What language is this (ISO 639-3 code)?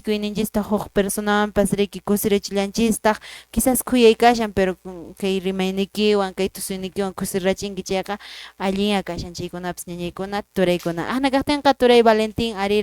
que